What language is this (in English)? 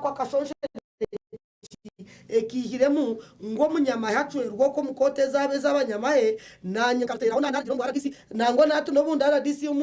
Nyankole